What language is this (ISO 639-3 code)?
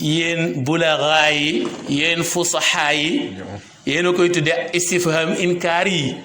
wol